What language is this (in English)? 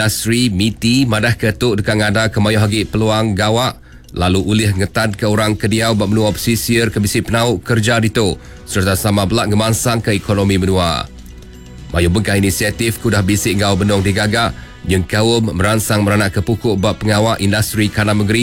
Iban